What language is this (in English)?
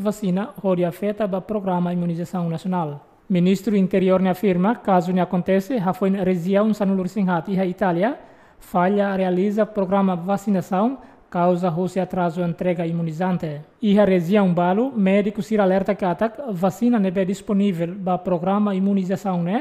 Tetum